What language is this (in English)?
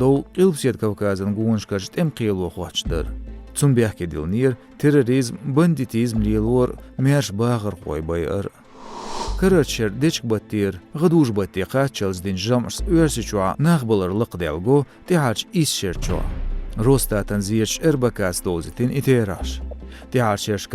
Chechen